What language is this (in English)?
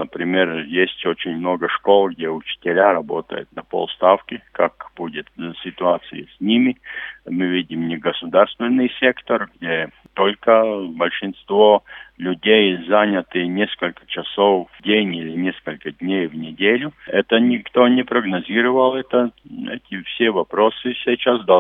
Russian